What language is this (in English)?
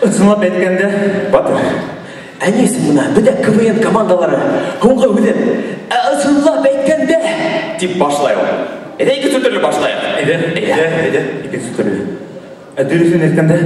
Bashkir